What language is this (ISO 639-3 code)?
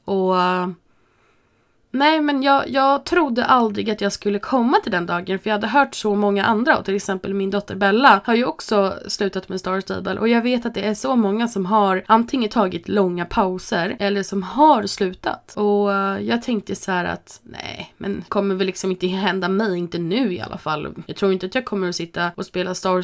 swe